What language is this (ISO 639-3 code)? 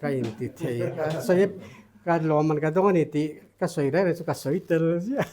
lus